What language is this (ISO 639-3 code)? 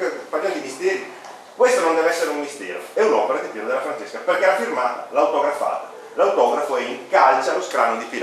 ita